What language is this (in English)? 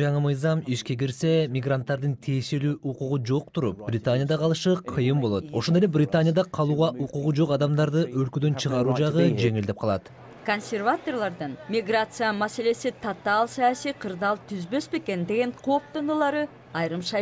Kyrgyz